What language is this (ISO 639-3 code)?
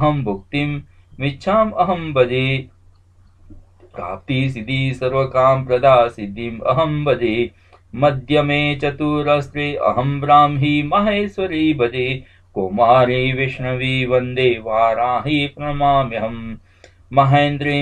san